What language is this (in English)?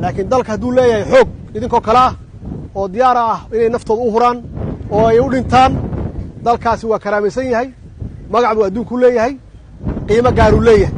Somali